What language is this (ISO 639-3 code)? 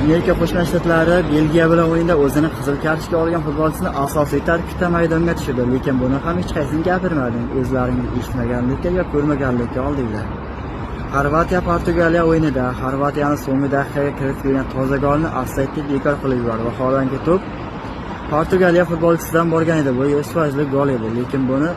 uzb